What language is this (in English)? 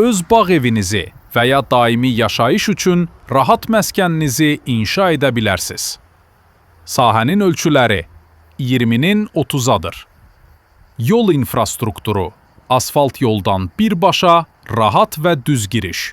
Azerbaijani